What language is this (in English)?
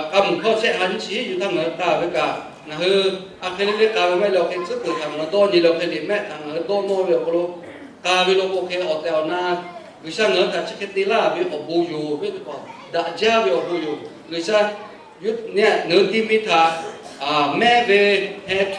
Lahu